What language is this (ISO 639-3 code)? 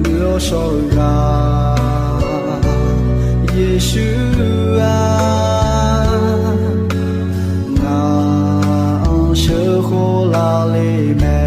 ahk